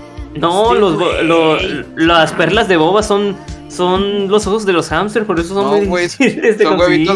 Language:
Spanish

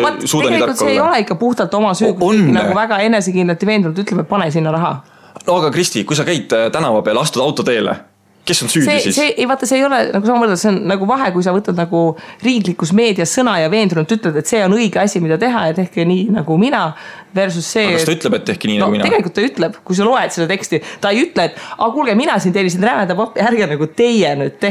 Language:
Estonian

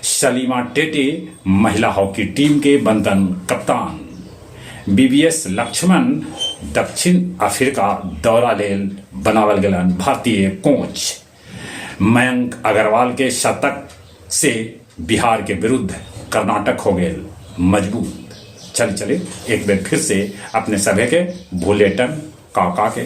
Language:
Magahi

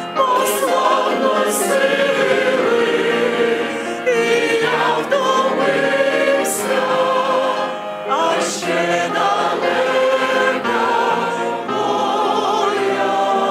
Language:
Ukrainian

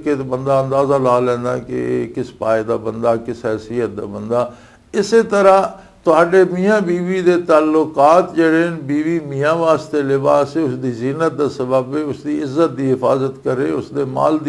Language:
Western Panjabi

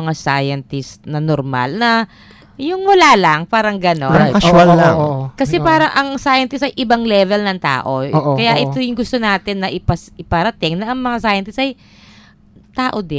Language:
Filipino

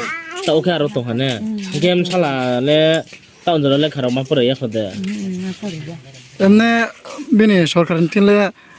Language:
Riang (India)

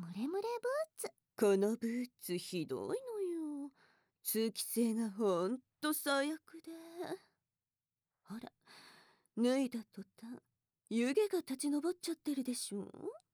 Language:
Japanese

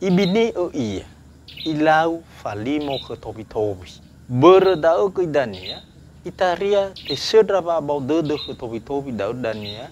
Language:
Nias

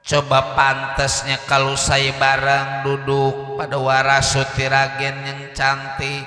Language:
Betawi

